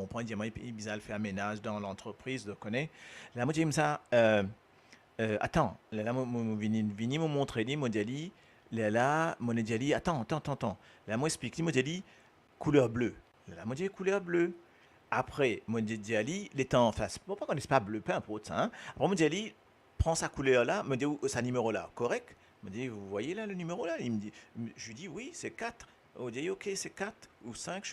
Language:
Morisyen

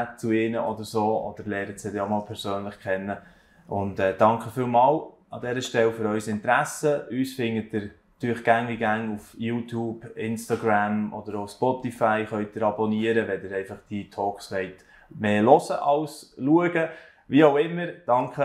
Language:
Swiss German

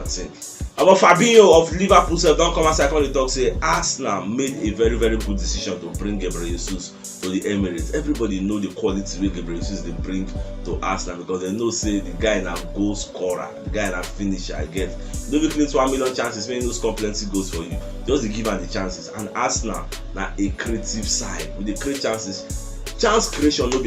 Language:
Nigerian Pidgin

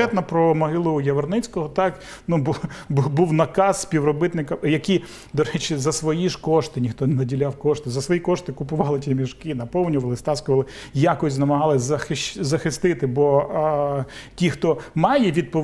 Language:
Ukrainian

